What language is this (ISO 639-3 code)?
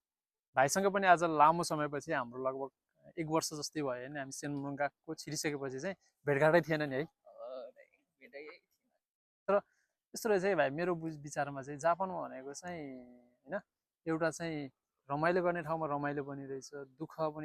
nep